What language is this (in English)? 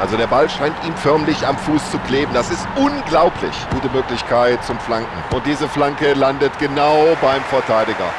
Bavarian